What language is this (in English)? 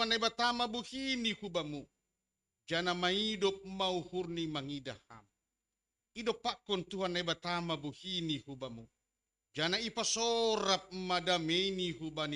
Batak Simalungun